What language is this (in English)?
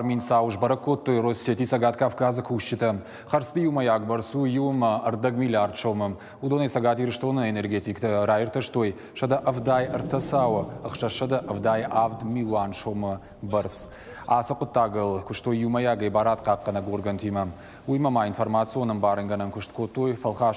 Ossetic